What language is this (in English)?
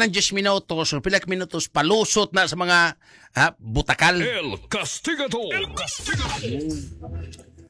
Cebuano